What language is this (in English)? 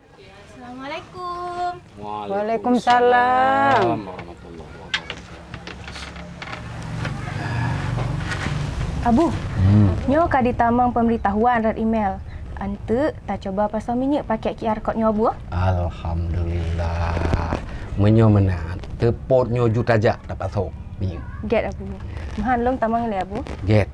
Achinese